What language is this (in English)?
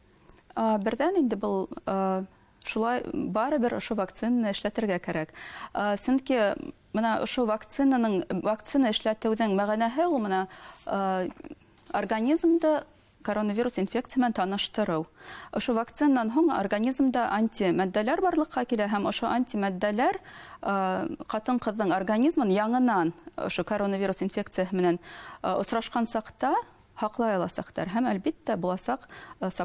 Bashkir